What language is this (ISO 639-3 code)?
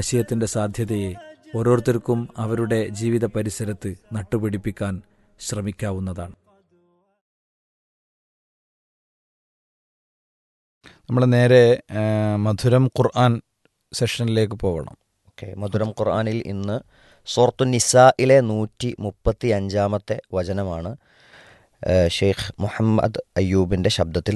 mal